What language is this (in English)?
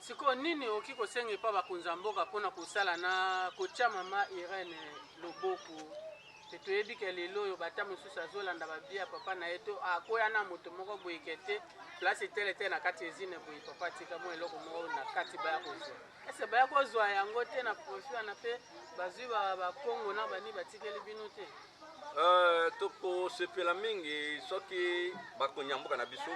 Lingala